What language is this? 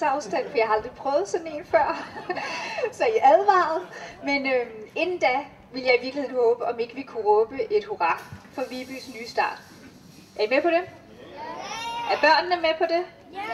Danish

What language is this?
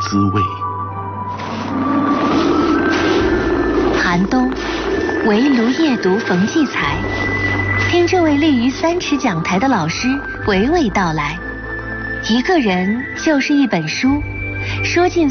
Chinese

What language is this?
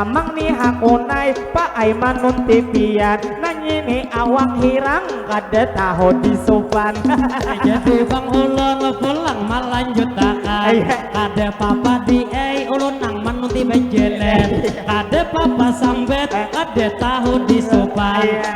Banjar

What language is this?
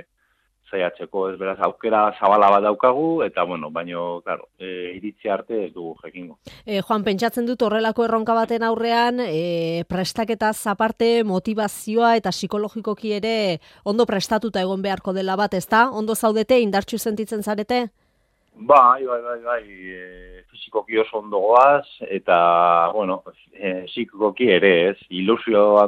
Basque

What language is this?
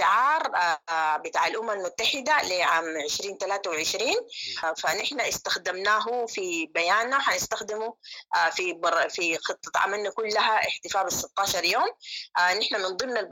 Sudanese Arabic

